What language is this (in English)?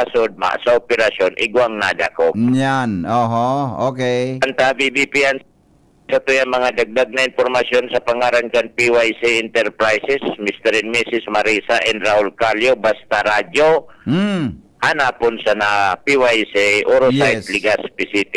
Bikol